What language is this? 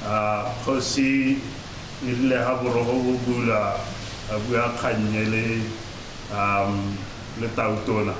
Tswana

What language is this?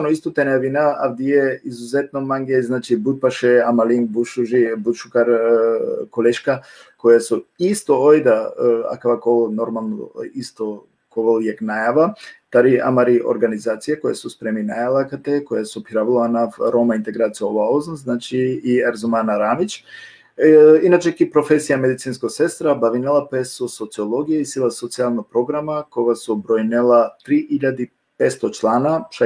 Balkan Romani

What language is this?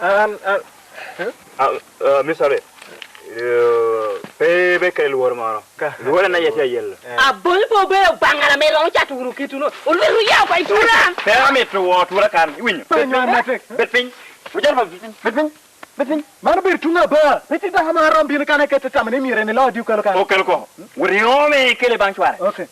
Lango (Uganda)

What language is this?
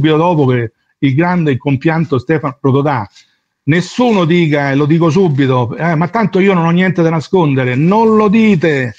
Italian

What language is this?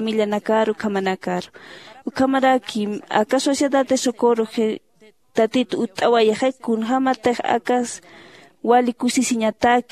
Aymara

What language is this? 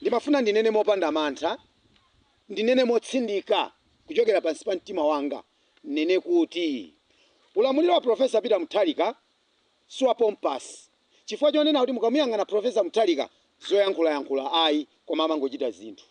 Nyanja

